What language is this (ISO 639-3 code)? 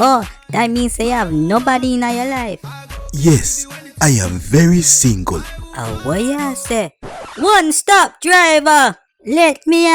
jam